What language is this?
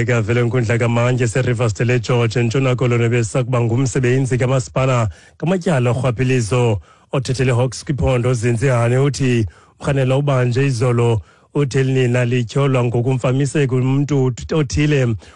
Xhosa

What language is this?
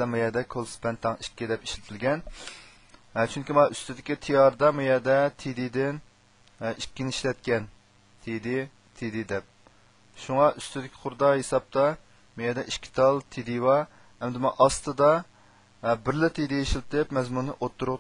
Uyghur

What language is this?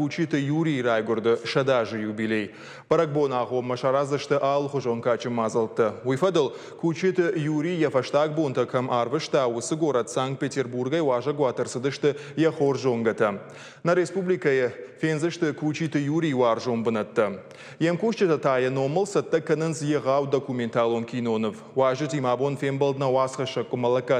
Ossetic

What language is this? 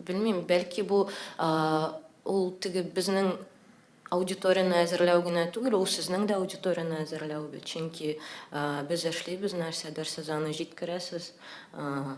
Tatar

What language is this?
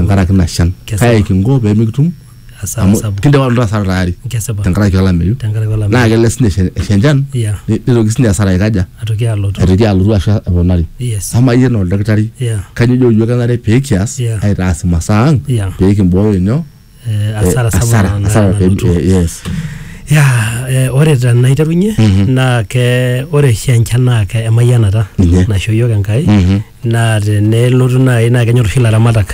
Masai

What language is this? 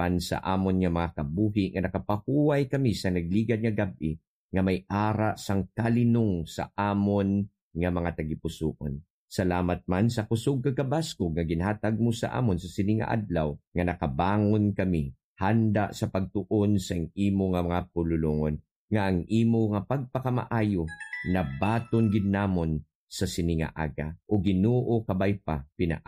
Hiligaynon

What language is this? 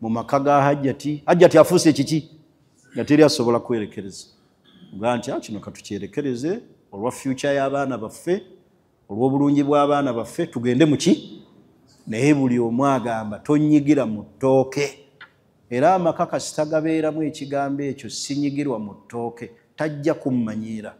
Ganda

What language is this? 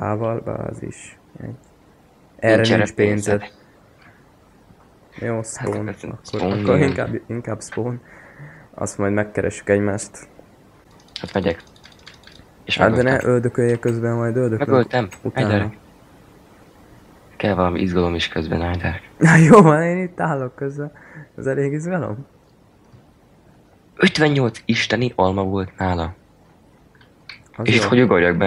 Hungarian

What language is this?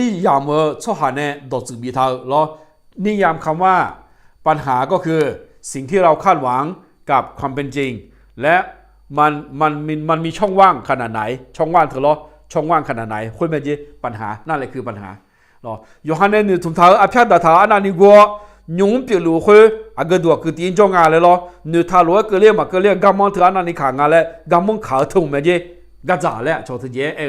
Akha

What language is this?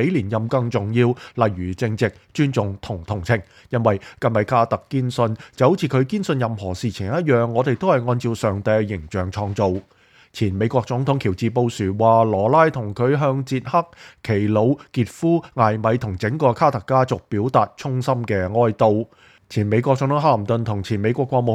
Cantonese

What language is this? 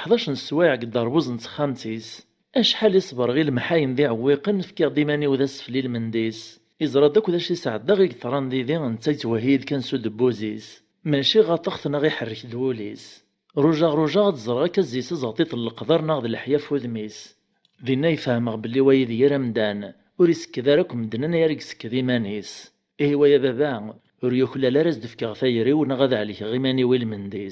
Kabyle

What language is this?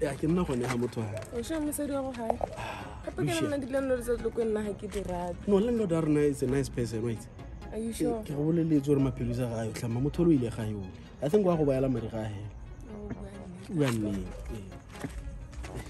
Tswana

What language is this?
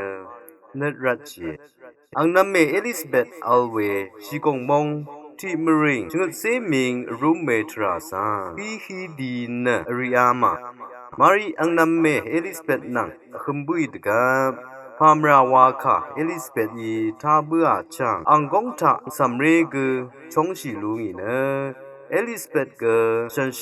Rawang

